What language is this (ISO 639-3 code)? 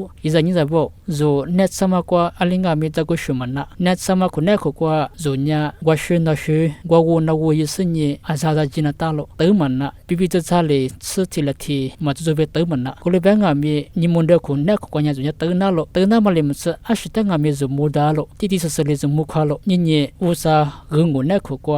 lis